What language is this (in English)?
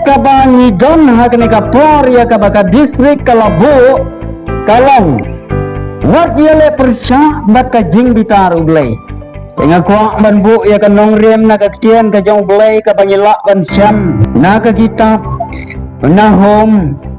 Khasi